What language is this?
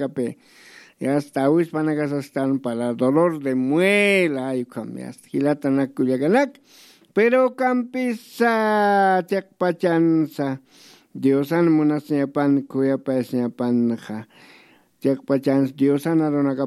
Aymara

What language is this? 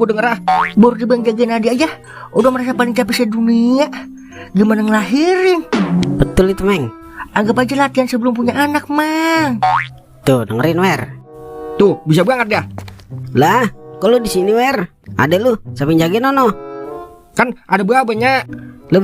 Betawi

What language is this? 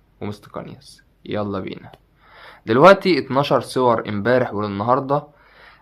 Egyptian Arabic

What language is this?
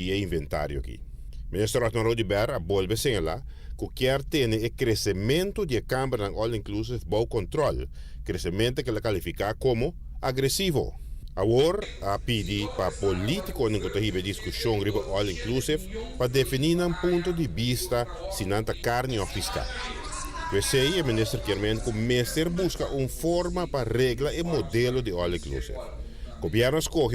Papiamento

